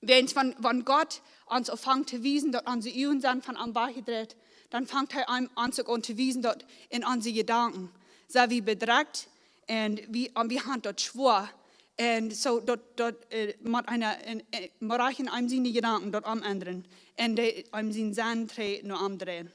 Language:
Plautdietsch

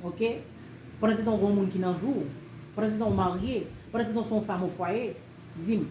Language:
Haitian Creole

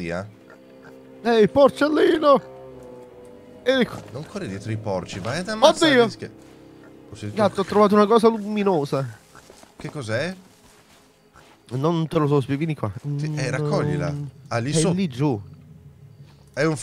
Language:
Italian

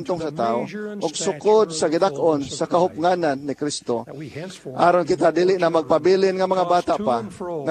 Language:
Cebuano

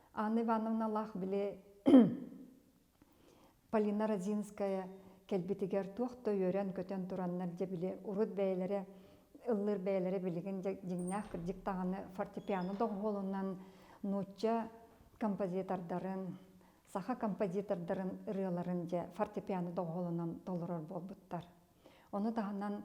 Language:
Yakut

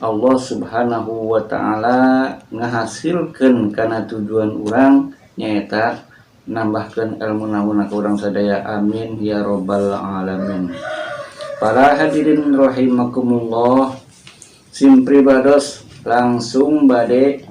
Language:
Sundanese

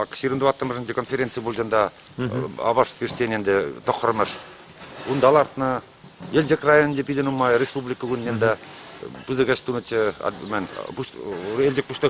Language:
Chuvash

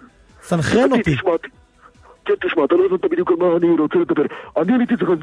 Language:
Hebrew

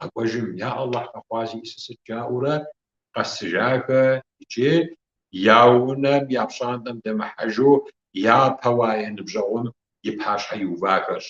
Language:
Kabardian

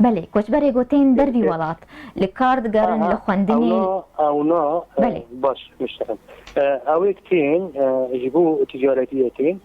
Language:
Kurdish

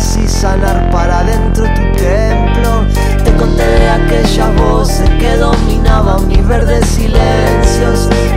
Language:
Spanish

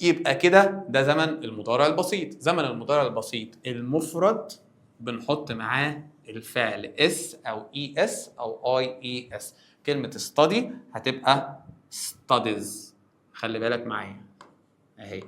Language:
Egyptian Arabic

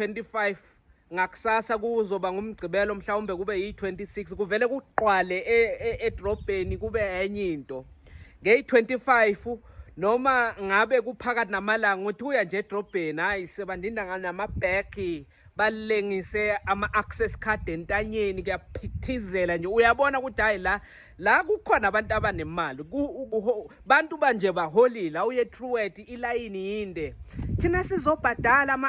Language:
Zulu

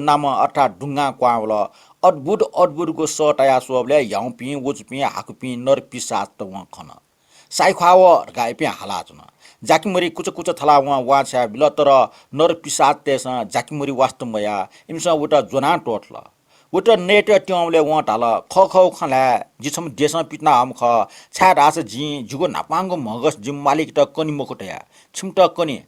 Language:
Newari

